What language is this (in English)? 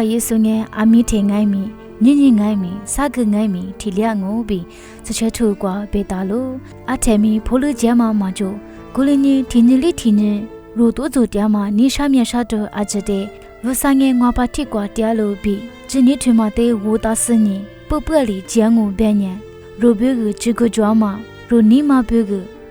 Lisu